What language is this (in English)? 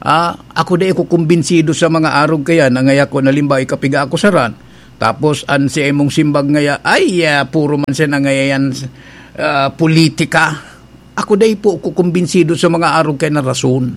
Bikol